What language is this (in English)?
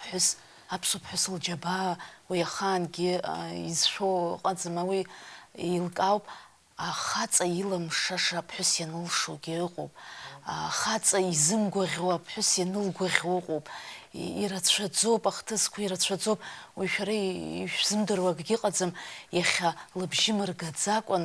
Abkhazian